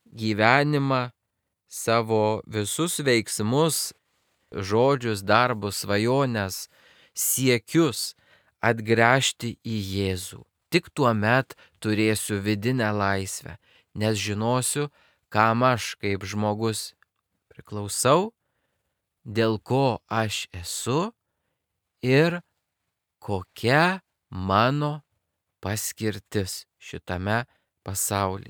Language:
Lithuanian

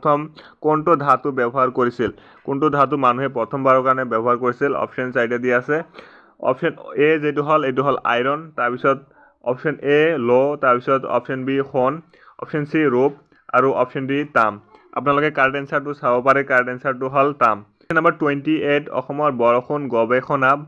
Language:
Assamese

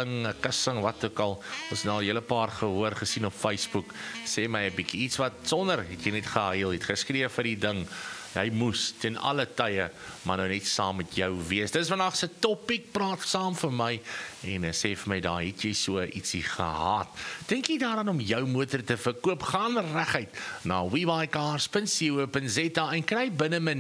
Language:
Afrikaans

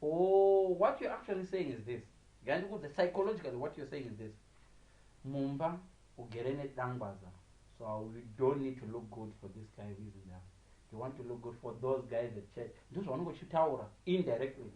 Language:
Shona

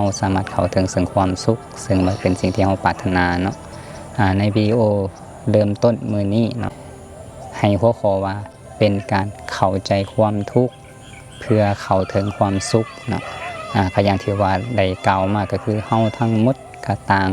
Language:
Lao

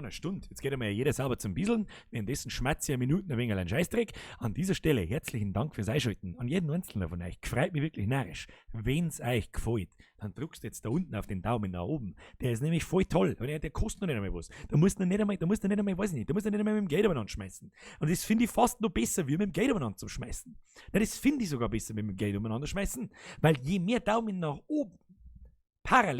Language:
Bavarian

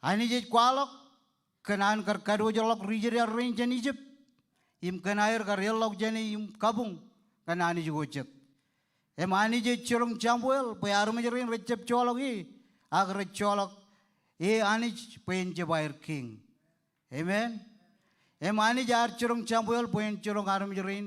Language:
Marshallese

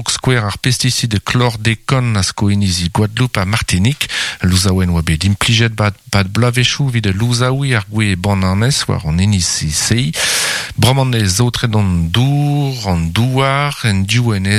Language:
Breton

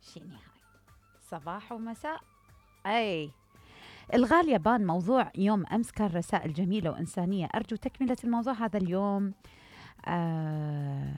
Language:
Mesopotamian Arabic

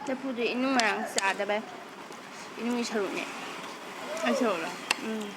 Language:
Manipuri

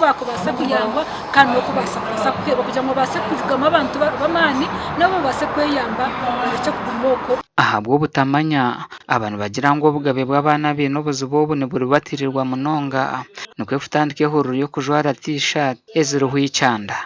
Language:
Nyankole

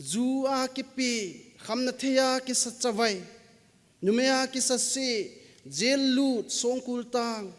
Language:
Thado Chin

